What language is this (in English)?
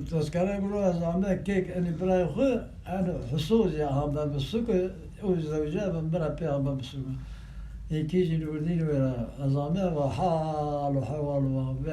Kurdish